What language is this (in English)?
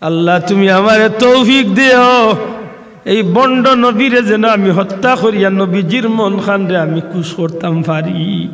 Sylheti